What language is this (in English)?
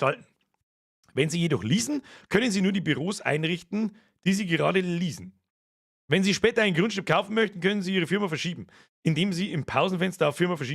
Bavarian